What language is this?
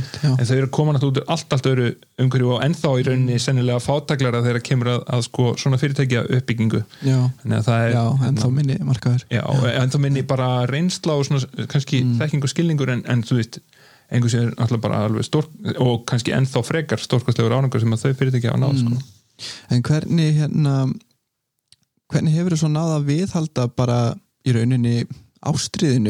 Icelandic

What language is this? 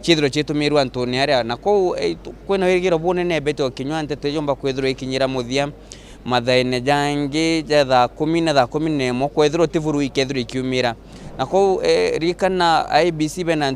Meru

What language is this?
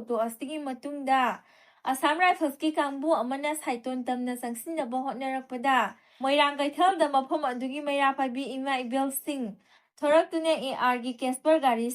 Manipuri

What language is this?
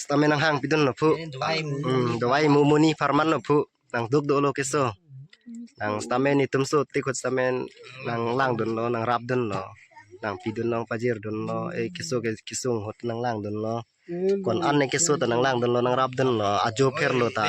Karbi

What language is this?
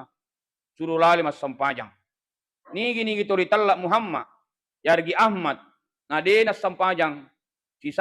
Buginese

